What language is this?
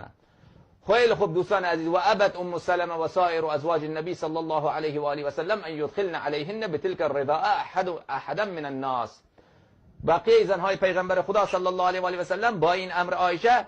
Persian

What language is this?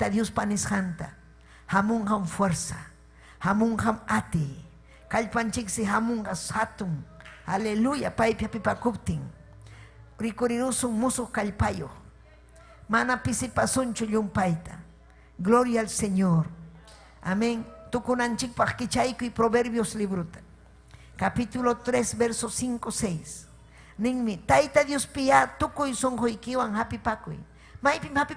Ayacucho Quechua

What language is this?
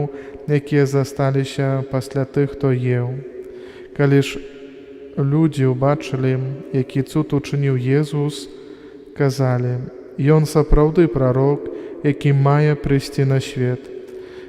Belarusian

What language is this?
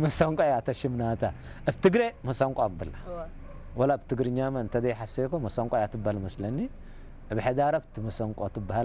Tigre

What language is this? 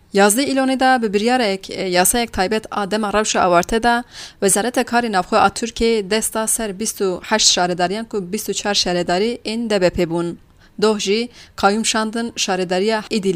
Kurdish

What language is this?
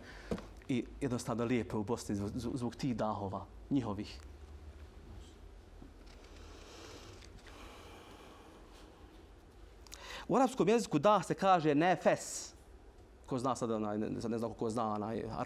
Bosnian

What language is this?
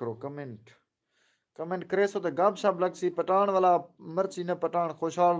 Saraiki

